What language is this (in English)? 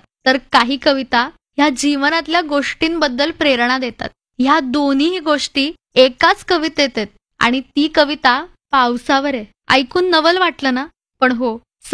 Marathi